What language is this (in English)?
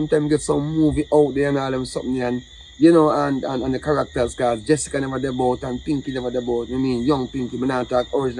Jamaican Creole English